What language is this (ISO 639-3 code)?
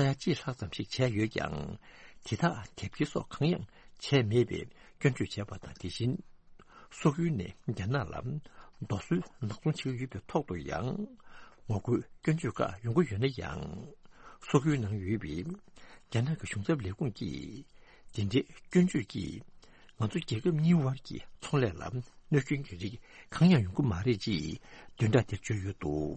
bod